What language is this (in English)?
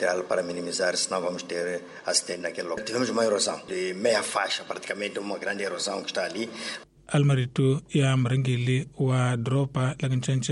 Tsonga